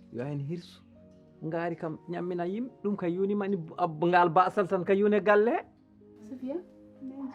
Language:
Fula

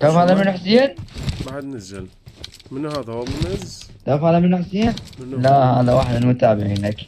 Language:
Mesopotamian Arabic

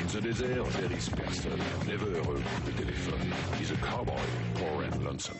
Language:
Kurdish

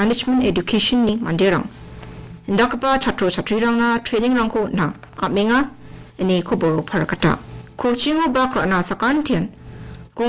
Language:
Garo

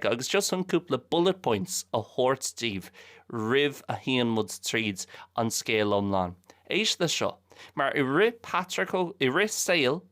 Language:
Irish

